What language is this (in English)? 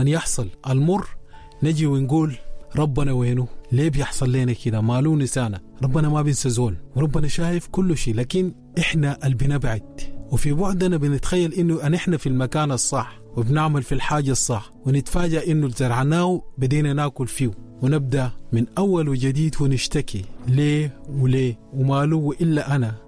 Sudanese Arabic